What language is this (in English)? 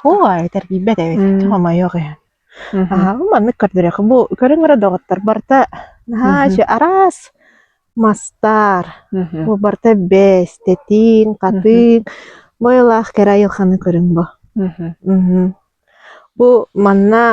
Yakut